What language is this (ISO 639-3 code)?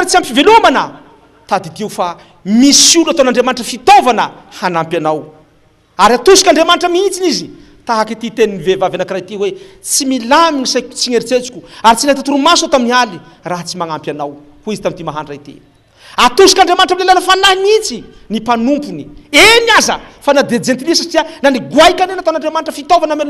mlg